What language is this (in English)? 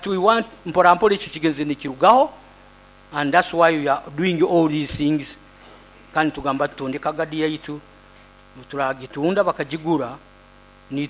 Nyoro